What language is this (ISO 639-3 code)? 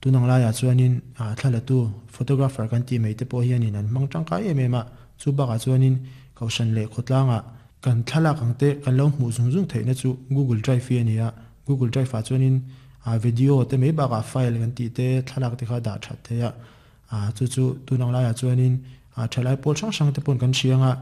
lus